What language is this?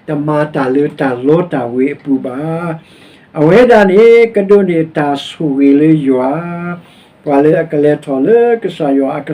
S'gaw Karen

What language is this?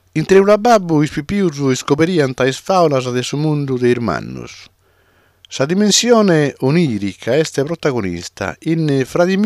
Sardinian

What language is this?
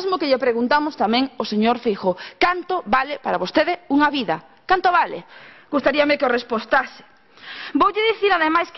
Galician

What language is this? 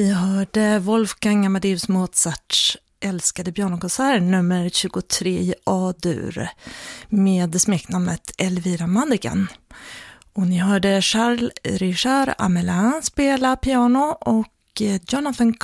Swedish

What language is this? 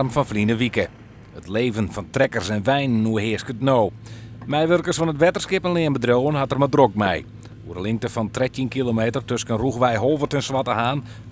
Western Frisian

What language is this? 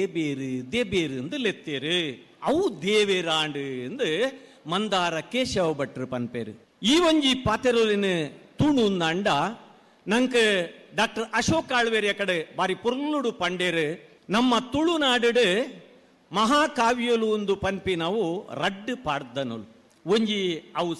Tulu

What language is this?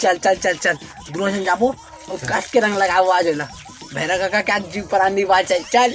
Chhattisgarhi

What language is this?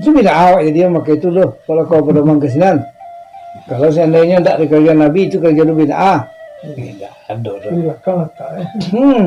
Minangkabau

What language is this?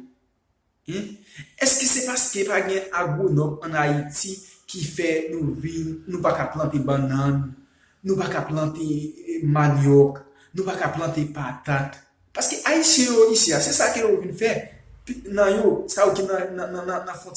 Haitian Creole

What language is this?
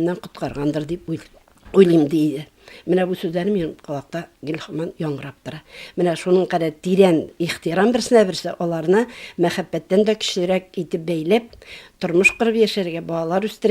Tatar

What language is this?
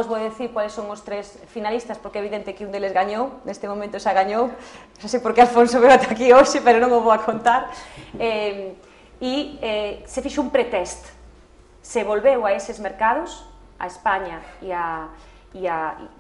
Galician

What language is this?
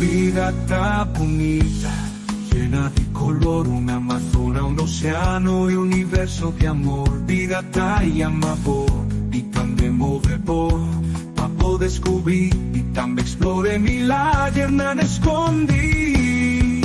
Papiamento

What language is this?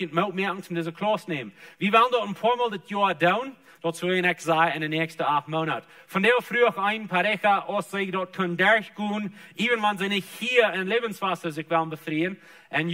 Plautdietsch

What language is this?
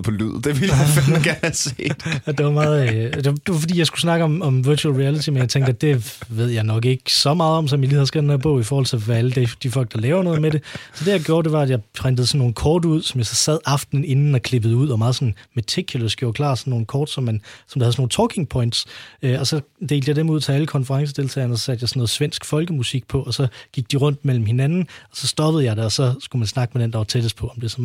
Danish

